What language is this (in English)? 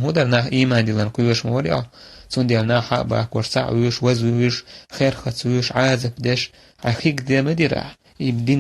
Chechen